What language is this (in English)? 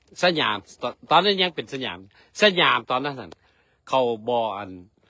Lao